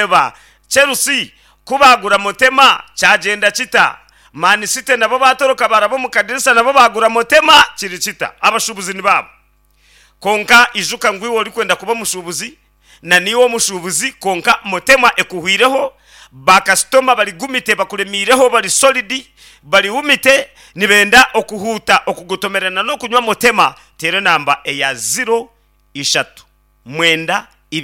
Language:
Nyankole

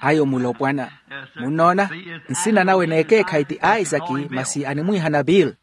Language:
Makhuwa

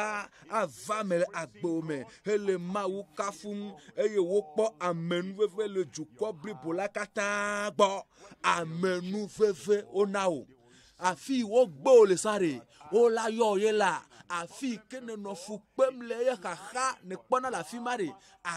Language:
Ewe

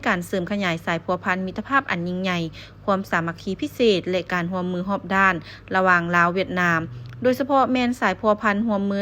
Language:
Lao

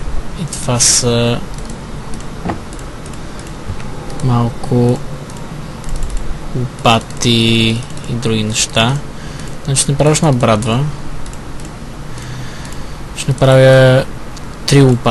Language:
Bulgarian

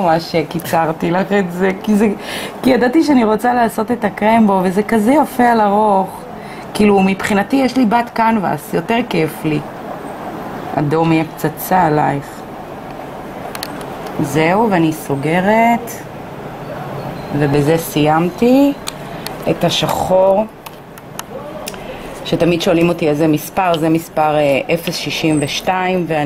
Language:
Hebrew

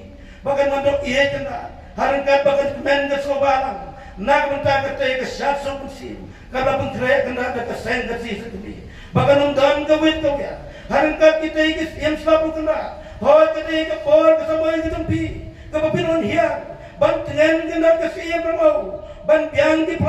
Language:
Khasi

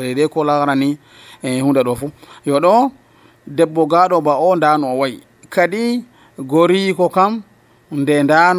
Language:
Nigerian Fulfulde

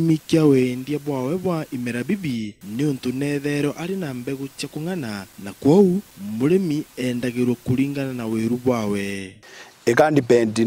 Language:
Meru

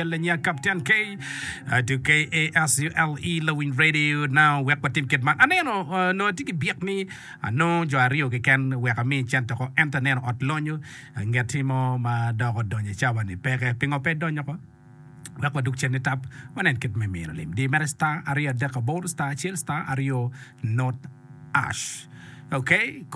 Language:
Acoli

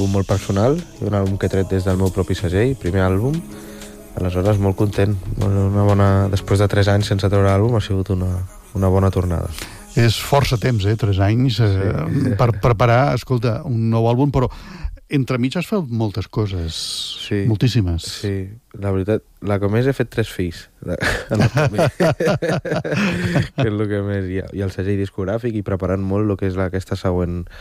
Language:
Catalan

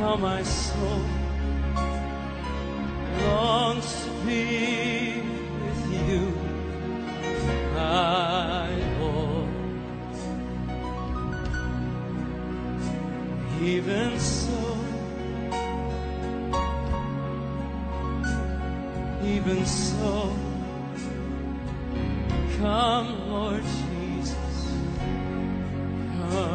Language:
English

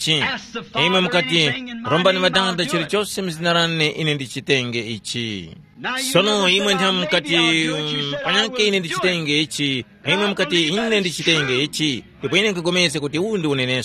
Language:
Tumbuka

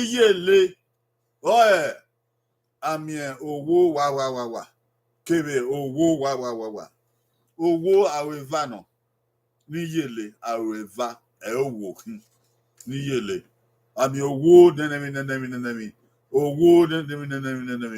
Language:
Bini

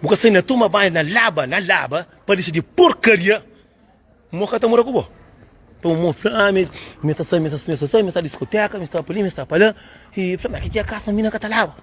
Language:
Kabuverdianu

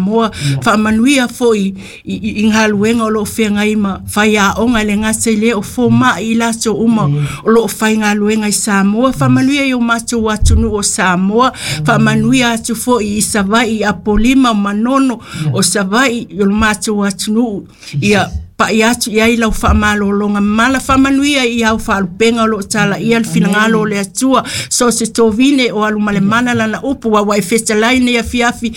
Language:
Samoan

